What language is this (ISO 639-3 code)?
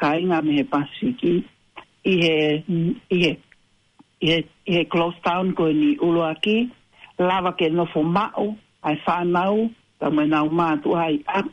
ton